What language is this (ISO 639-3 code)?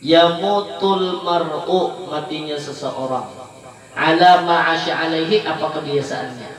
bjn